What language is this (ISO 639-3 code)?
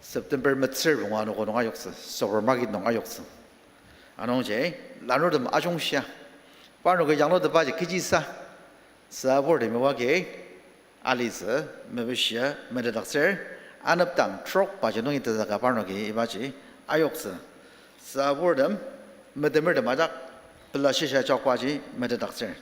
njo